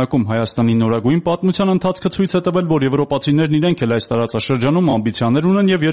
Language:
Armenian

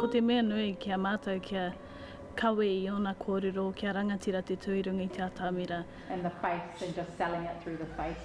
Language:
Māori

